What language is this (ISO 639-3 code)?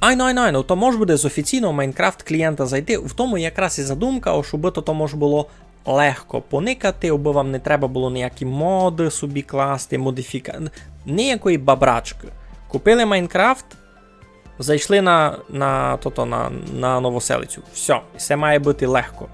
rue